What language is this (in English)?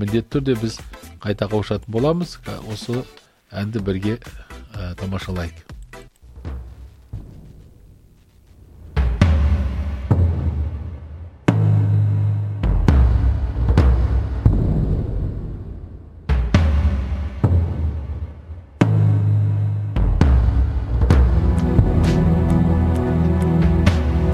Kazakh